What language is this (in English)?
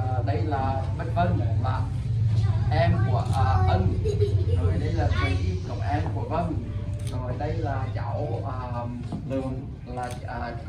Vietnamese